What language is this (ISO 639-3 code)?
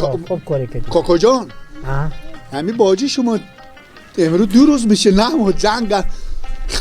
fas